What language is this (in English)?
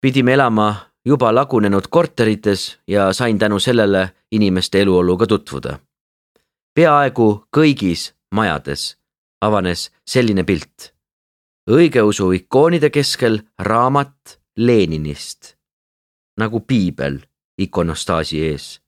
Estonian